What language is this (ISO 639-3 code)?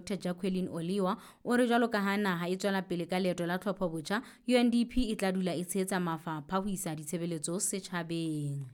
sot